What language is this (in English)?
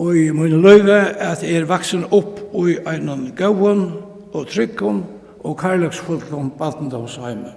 Faroese